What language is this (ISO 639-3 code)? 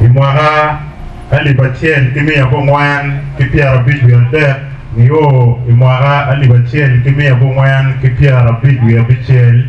ach